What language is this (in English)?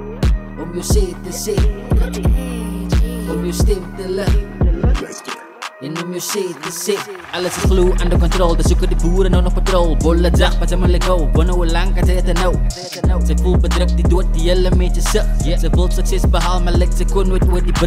Afrikaans